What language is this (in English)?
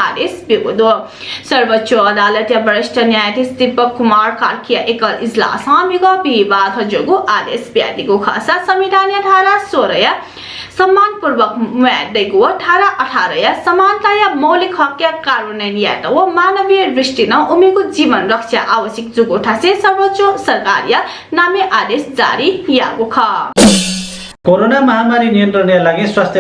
Newari